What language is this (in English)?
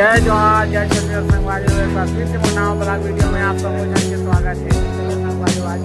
Chhattisgarhi